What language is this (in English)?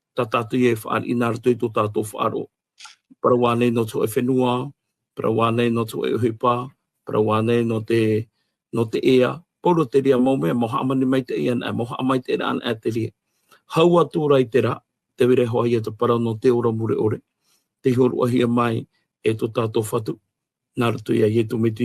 Tahitian